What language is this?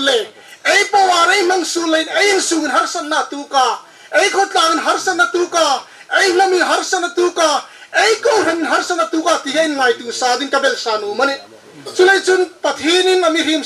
Hmar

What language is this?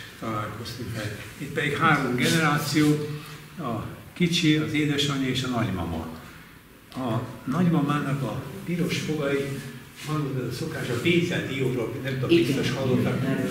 Hungarian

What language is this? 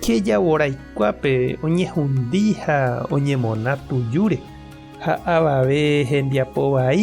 Guarani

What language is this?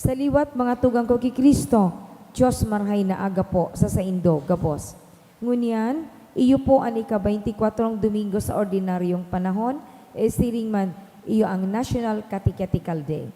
Bikol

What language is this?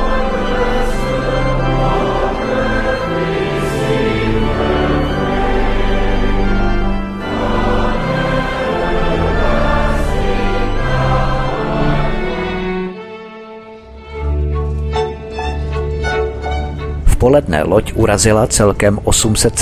Czech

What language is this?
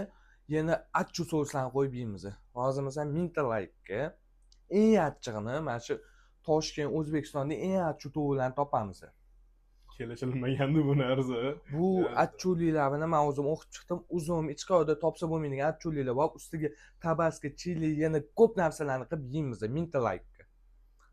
Uzbek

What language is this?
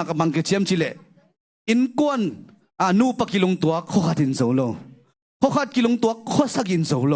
Tedim Chin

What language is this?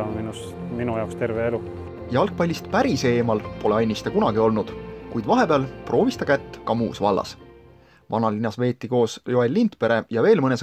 Estonian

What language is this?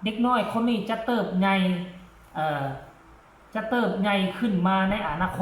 Lao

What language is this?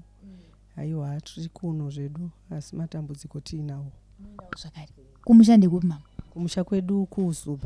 Shona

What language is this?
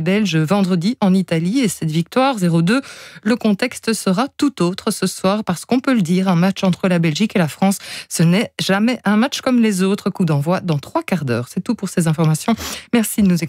French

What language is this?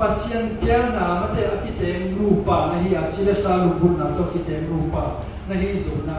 Tedim Chin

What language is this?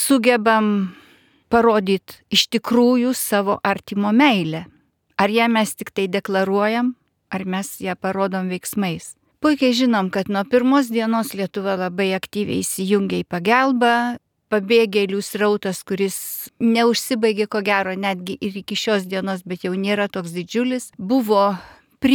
Lithuanian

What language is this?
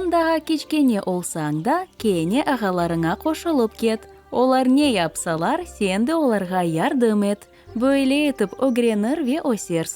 Crimean Tatar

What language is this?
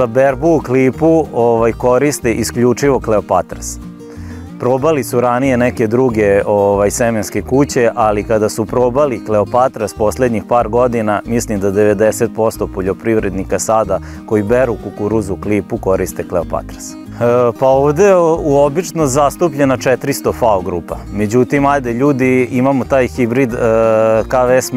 Serbian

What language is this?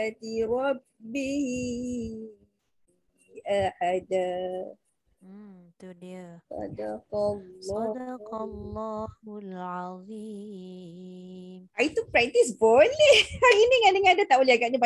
Malay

